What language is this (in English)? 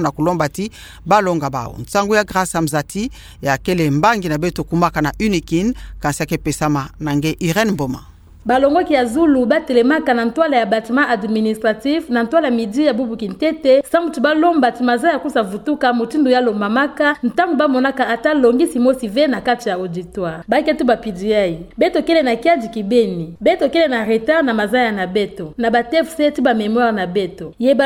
Kituba (Democratic Republic of Congo)